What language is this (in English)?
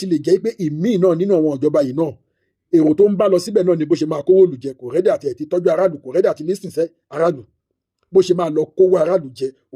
Yoruba